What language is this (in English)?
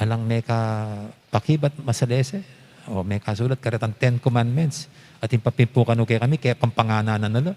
Pampanga